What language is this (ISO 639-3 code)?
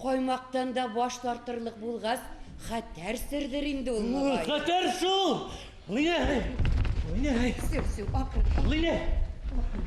bak